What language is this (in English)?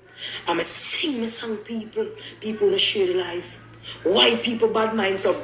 Jamaican Creole English